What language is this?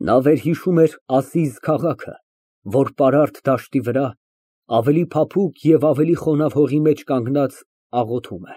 Armenian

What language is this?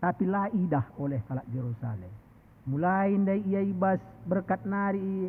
Batak Karo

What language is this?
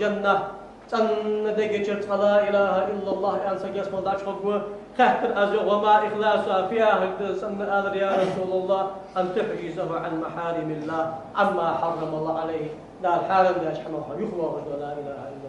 Ingush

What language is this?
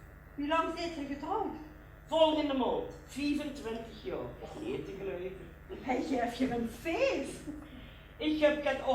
Limburgish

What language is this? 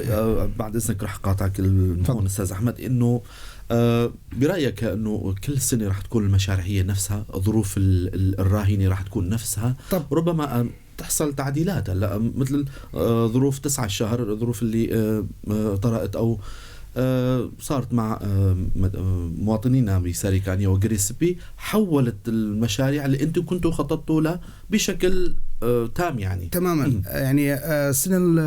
North Levantine Arabic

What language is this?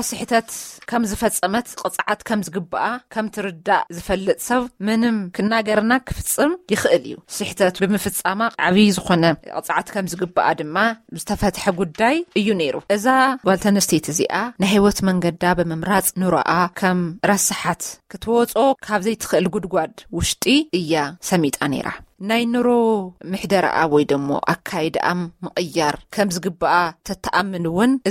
Tigrinya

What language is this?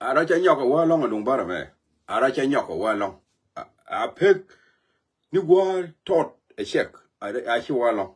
Nuer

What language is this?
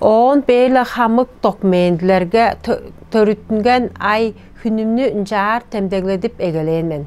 Tuvinian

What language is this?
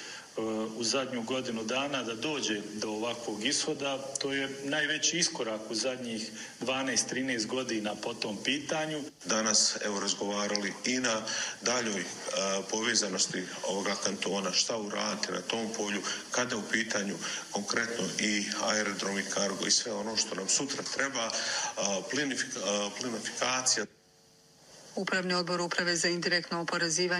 Bosnian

